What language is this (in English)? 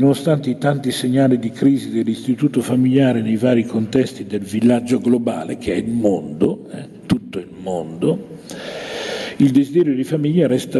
Italian